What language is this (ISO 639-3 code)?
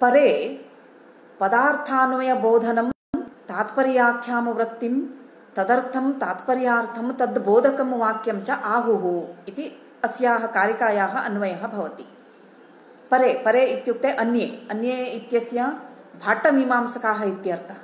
san